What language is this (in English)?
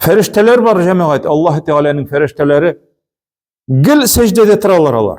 Tatar